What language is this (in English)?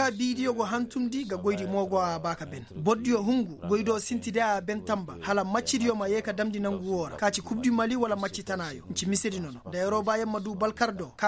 Koyraboro Senni